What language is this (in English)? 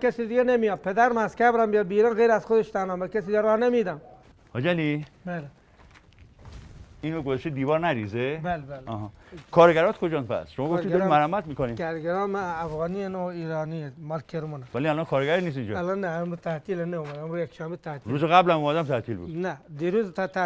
Persian